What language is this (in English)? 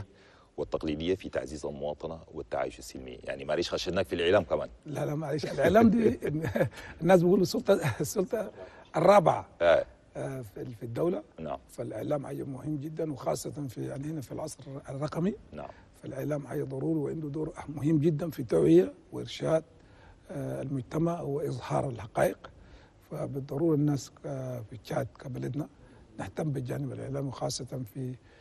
Chadian Arabic